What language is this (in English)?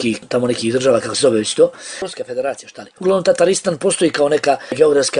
Bosnian